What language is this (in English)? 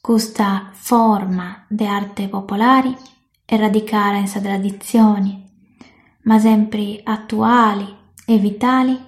Sardinian